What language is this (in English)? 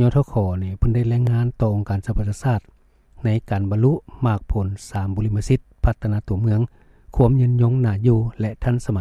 Lao